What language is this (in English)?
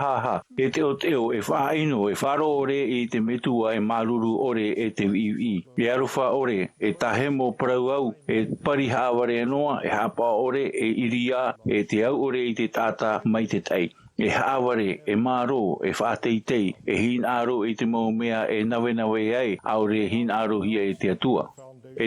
Tahitian